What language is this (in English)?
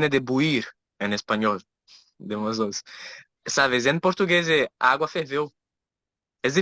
Ladino